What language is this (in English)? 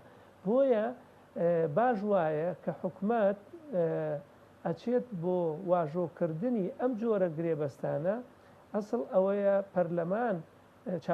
Central Kurdish